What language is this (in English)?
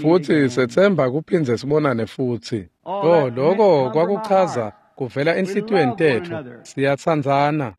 Swati